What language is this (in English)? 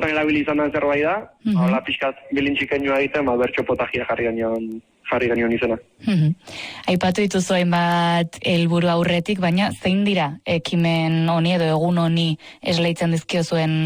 Basque